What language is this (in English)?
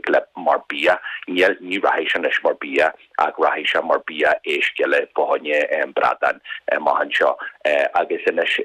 Irish